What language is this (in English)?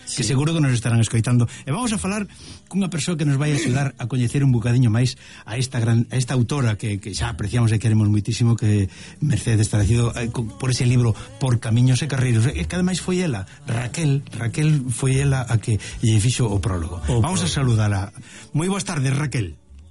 Galician